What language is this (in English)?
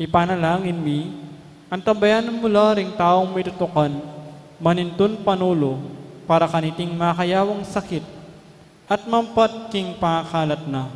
Pampanga